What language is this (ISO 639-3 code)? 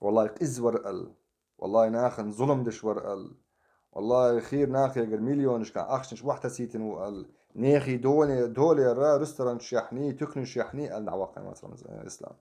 che